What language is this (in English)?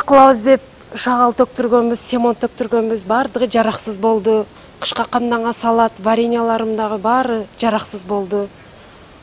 Kyrgyz